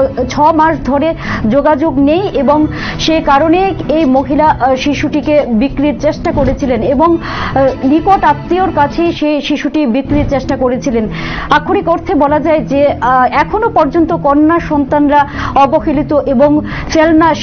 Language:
Bangla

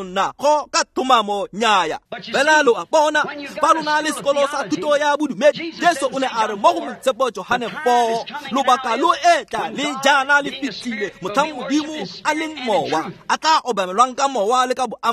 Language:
Tswana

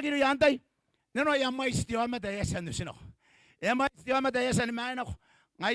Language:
Gilbertese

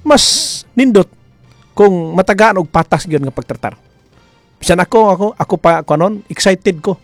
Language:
Cebuano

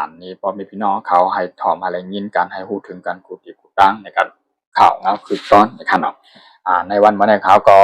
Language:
Shan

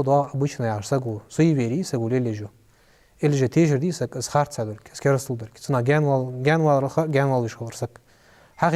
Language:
Ingush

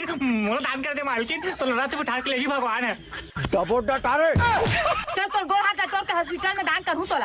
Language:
Chhattisgarhi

